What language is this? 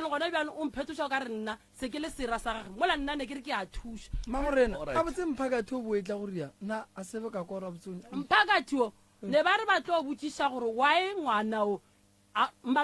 Northern Sotho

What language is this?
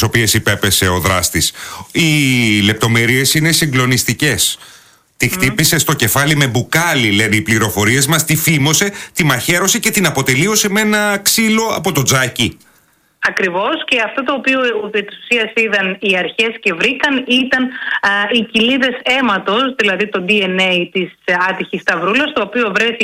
Greek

